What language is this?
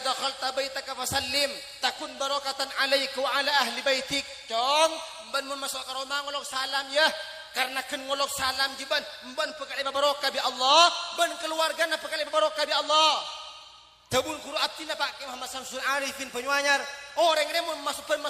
Madurese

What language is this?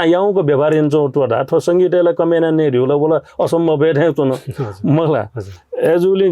Newari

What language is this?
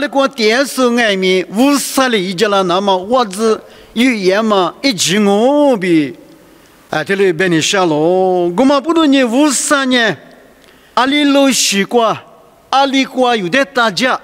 Lisu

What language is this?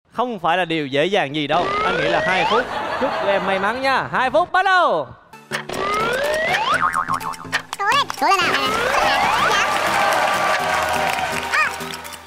Vietnamese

